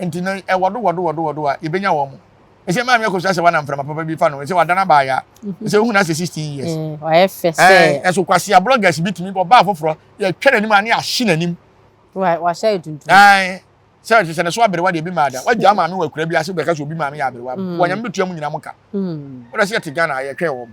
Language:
Akan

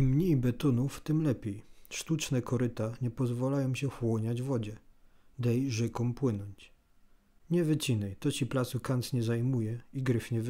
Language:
Silesian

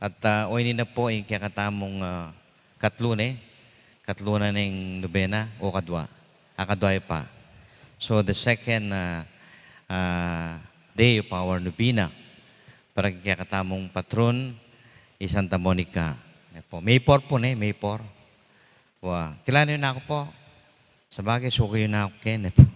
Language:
Pampanga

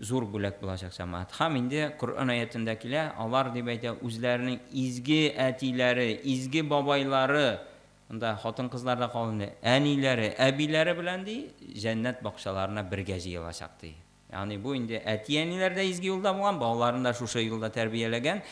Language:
Tatar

